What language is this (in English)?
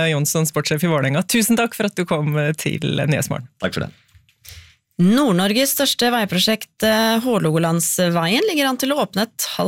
Norwegian